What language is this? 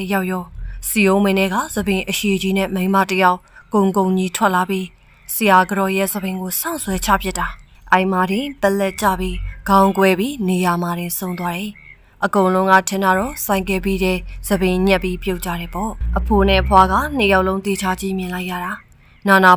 Burmese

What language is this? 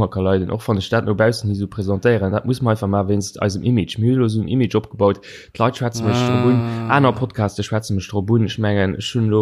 Luxembourgish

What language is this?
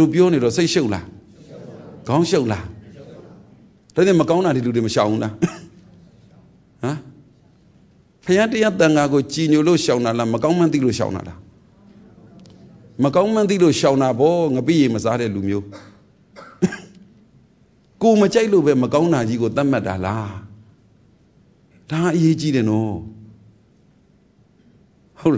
Burmese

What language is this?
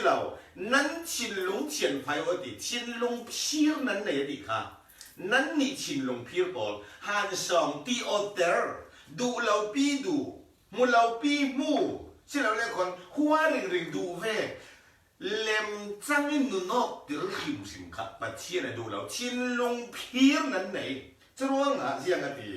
Falam Chin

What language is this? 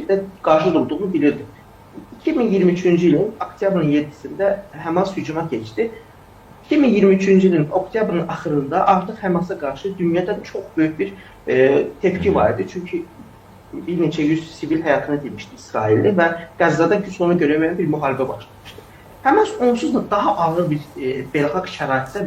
Azerbaijani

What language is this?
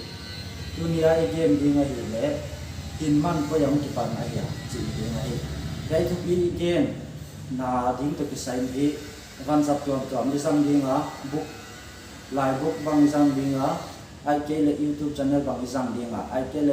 Paite Chin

